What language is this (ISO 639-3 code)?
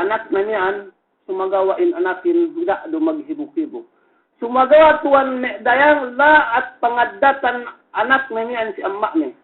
yka